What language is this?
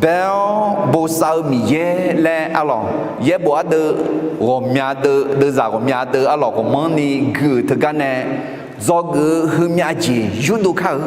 Akha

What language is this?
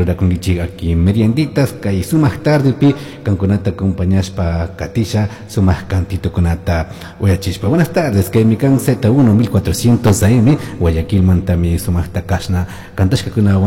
Chimborazo Highland Quichua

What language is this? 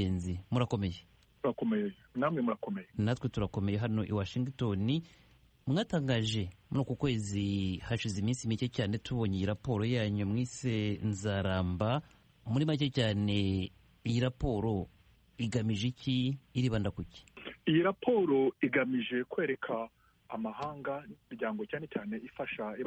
Kinyarwanda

